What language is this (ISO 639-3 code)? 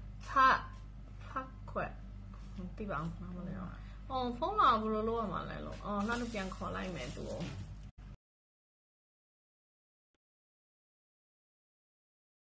mya